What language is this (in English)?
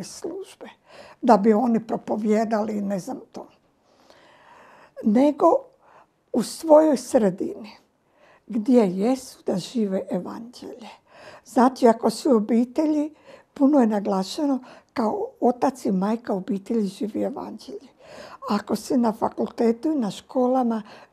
Croatian